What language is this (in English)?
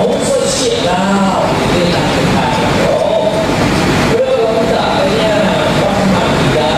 Mon